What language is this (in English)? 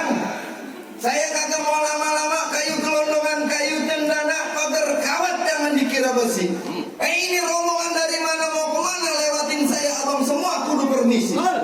Betawi